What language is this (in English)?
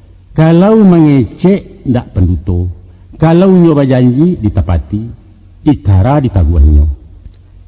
Minangkabau